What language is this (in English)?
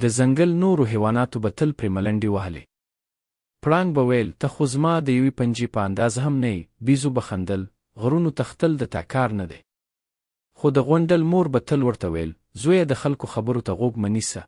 Pashto